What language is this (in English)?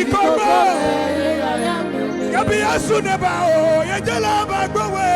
Adangme